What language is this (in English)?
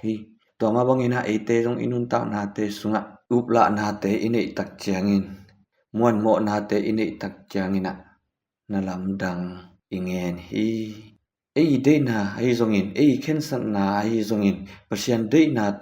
Tedim Chin